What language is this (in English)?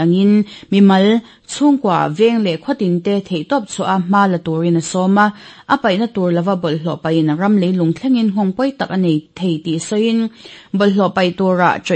Mizo